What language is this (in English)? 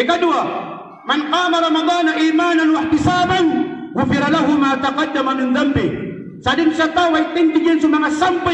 Maranao